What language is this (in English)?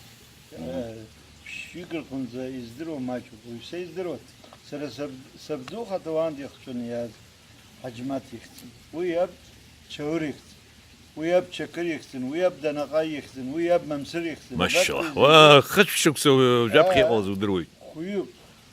Abkhazian